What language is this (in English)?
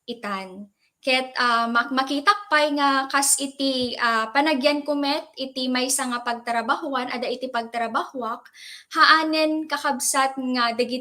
Iloko